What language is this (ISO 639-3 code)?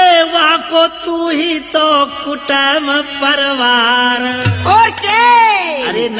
hin